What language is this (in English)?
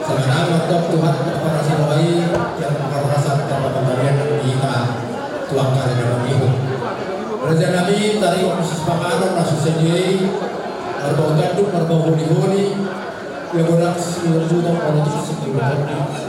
Batak Toba